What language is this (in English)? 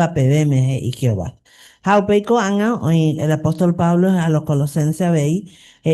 Guarani